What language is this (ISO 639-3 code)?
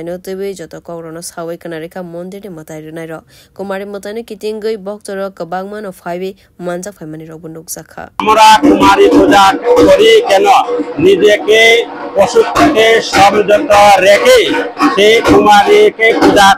trp